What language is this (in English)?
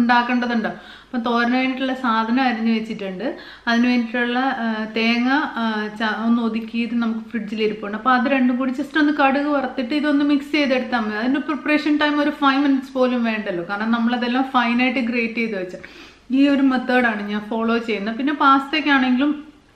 Malayalam